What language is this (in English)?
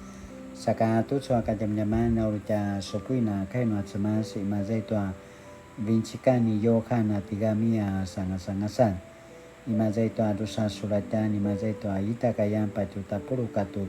Paiwan